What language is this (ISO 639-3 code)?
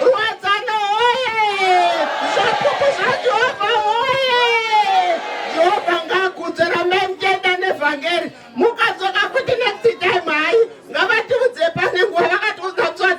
sna